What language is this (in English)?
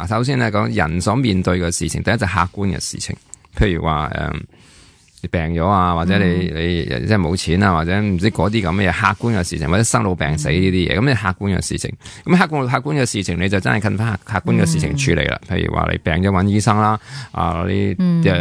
Cantonese